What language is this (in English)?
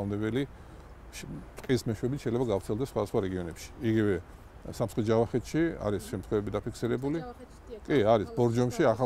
Georgian